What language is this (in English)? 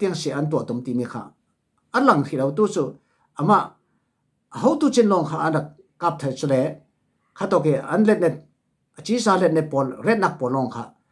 Falam Chin